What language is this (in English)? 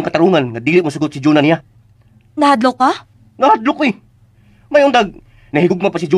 Cebuano